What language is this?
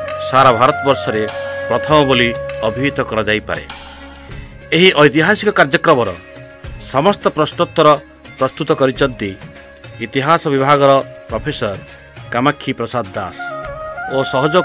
Odia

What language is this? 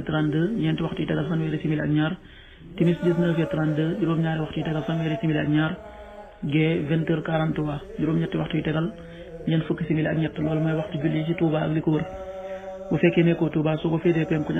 Wolof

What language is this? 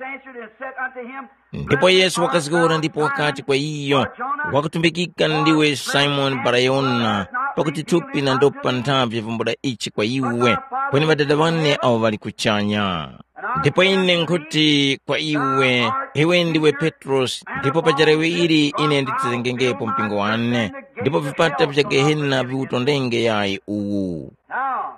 Tumbuka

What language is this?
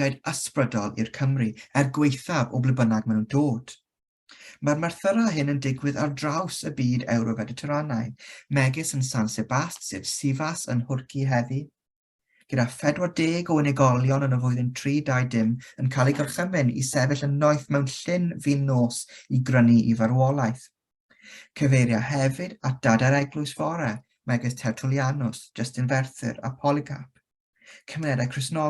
Welsh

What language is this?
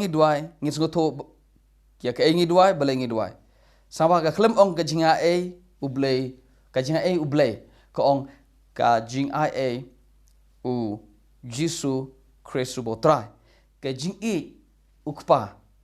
Khasi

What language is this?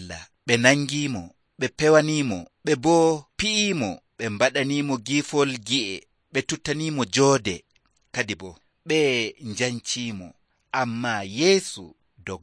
Nigerian Fulfulde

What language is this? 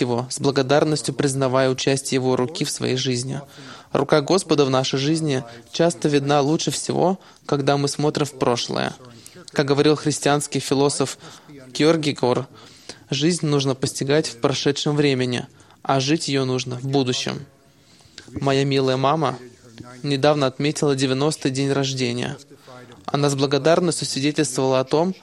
Russian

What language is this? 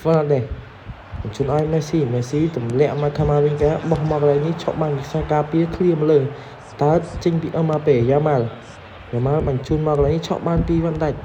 Khmer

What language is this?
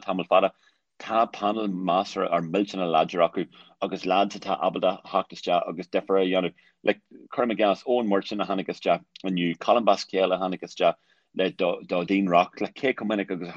Irish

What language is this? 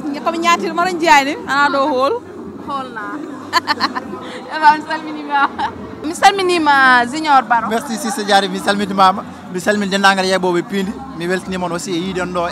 Fula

